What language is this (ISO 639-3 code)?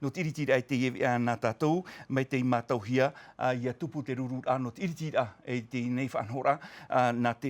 tah